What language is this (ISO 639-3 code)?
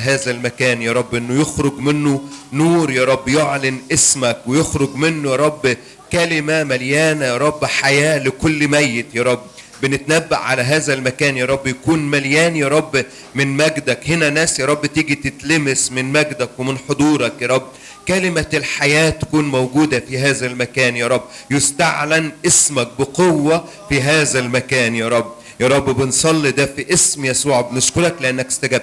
arz